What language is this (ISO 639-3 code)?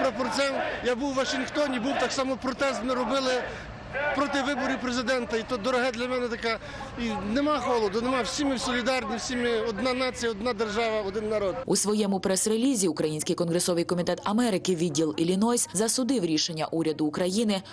ukr